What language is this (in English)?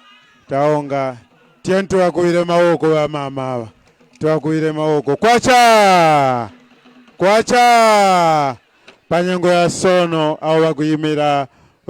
Tumbuka